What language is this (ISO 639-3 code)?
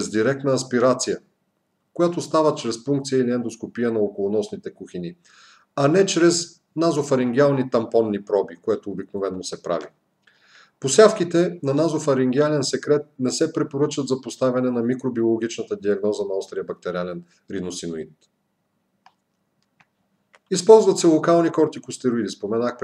bul